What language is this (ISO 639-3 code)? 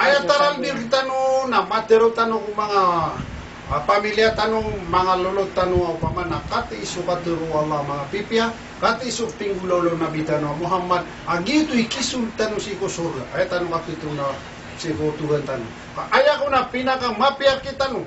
mrw